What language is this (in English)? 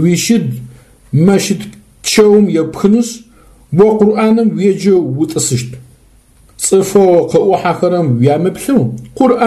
Adyghe